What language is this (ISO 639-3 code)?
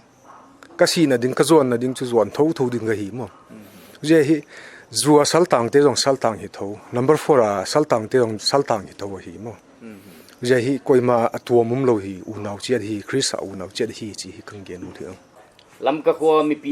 pck